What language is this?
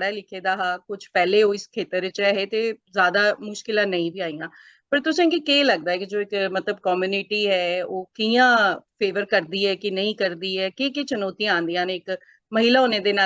Dogri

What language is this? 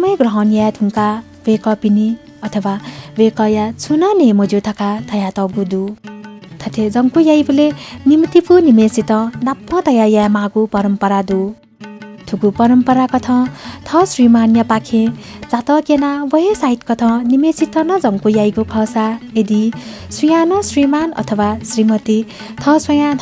Newari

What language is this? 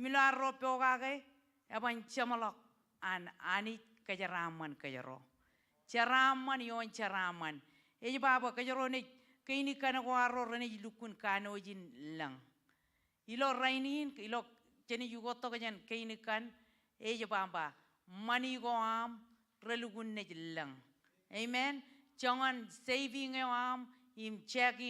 Marshallese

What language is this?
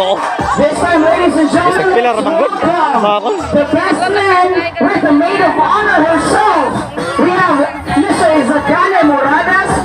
Filipino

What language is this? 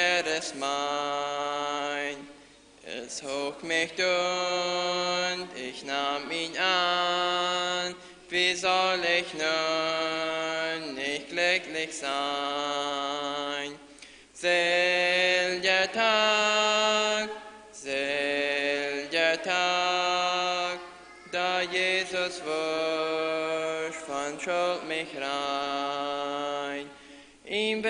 Plautdietsch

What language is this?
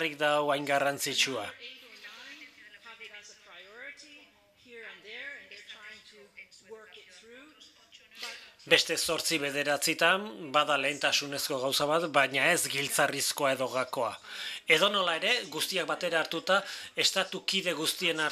Basque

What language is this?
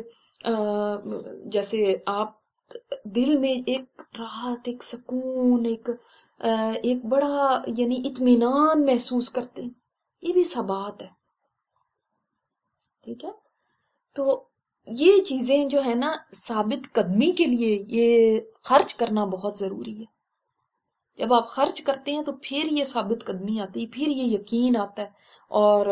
Urdu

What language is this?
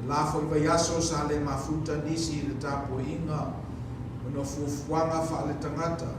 Samoan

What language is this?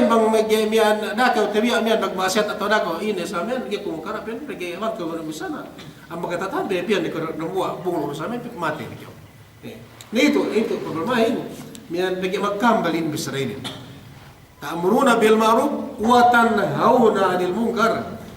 Yakan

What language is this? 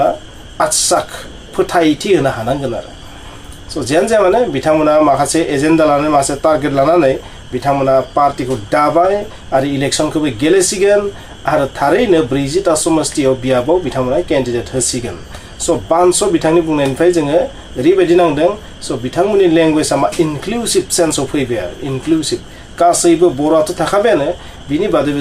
Bodo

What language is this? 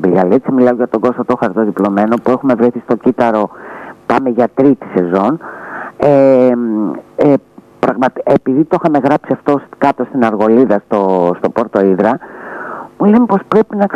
Greek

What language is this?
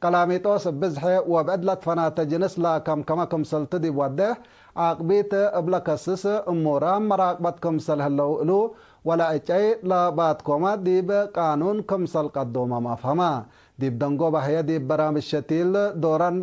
Tigre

